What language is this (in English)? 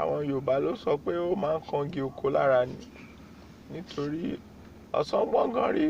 Yoruba